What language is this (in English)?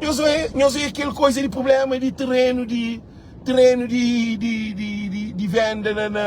Kabuverdianu